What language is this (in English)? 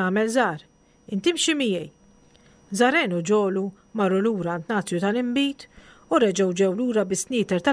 Maltese